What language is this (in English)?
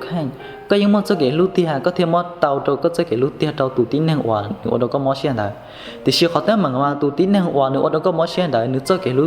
Hmong